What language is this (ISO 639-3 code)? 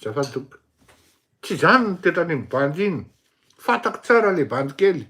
mlg